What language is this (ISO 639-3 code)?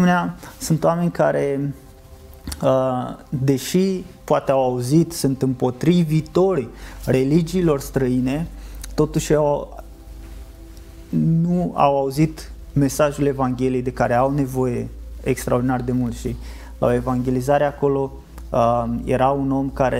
ron